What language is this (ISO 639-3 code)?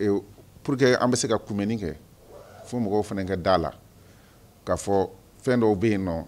bam